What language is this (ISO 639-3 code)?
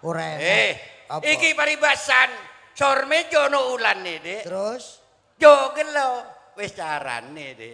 jav